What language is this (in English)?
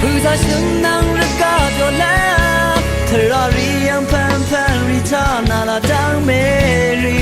Rawang